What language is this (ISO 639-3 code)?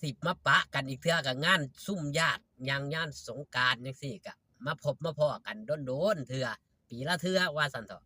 lao